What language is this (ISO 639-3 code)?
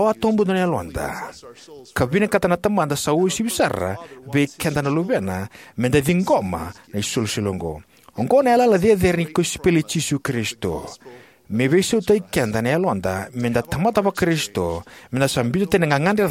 fij